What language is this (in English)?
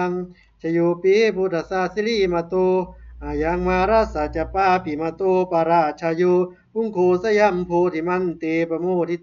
Pali